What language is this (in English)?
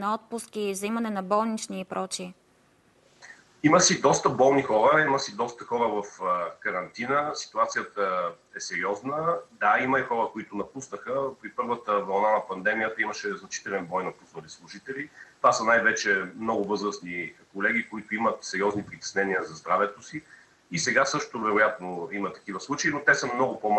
Bulgarian